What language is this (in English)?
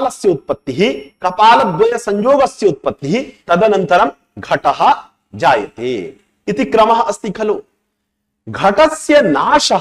Sanskrit